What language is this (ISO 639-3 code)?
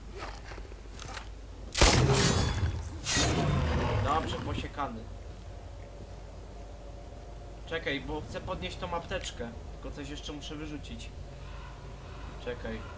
pol